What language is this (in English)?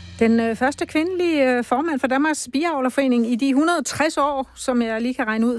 Danish